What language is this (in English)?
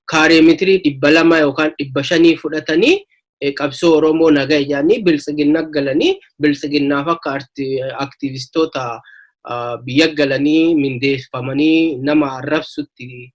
Oromo